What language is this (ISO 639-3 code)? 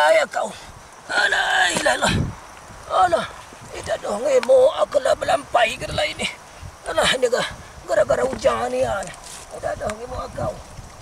min